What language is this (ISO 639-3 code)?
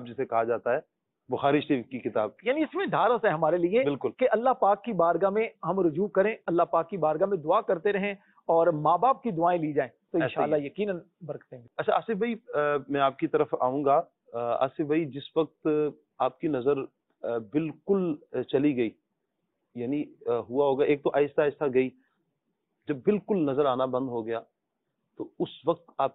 urd